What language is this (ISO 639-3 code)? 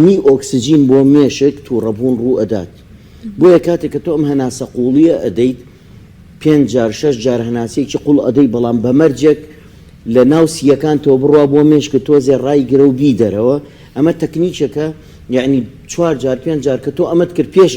ckb